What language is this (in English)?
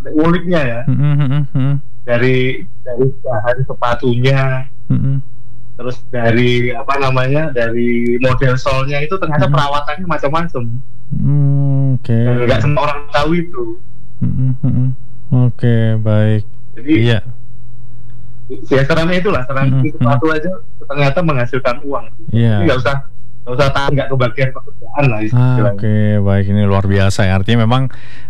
Indonesian